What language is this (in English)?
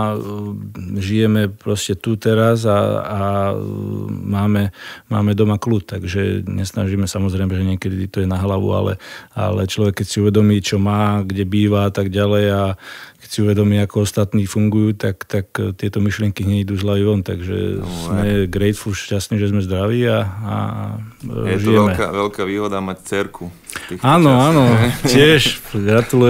Slovak